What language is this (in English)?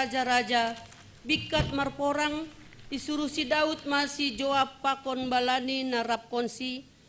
Batak Simalungun